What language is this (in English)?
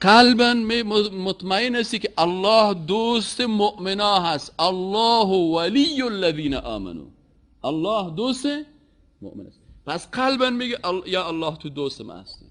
Persian